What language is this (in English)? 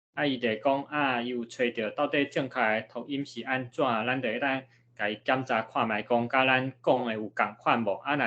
Min Nan Chinese